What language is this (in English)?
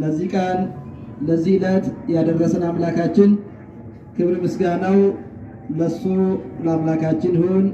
Amharic